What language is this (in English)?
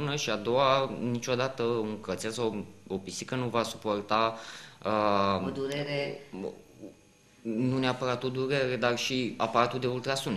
Romanian